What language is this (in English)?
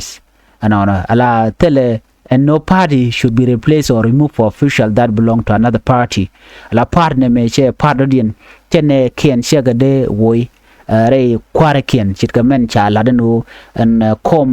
Nuer